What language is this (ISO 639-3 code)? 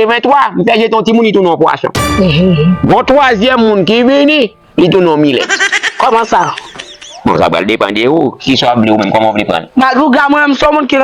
hat